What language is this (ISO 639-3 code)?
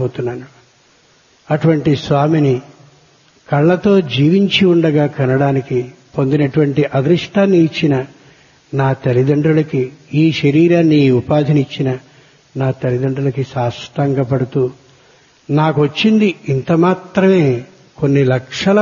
tel